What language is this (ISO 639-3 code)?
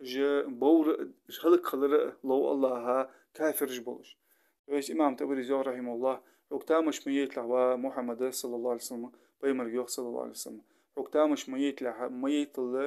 inh